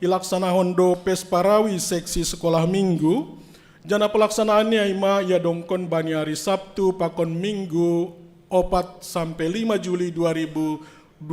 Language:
Batak Simalungun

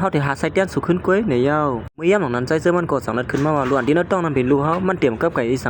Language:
Shan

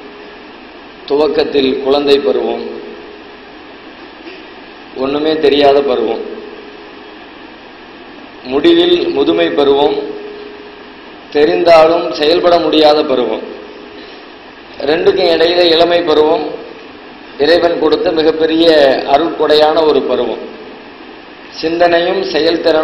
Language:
Tamil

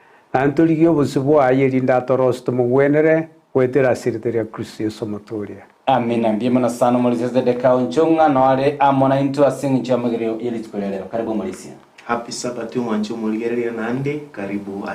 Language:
Gusii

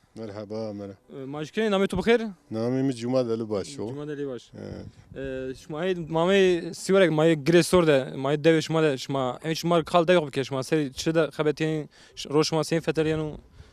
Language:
Zaza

